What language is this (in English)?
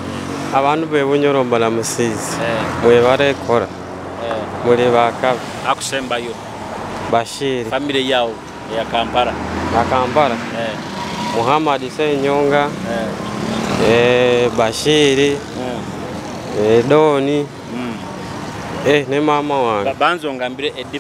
Nyoro